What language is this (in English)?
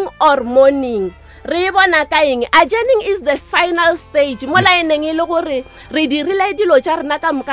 Northern Sotho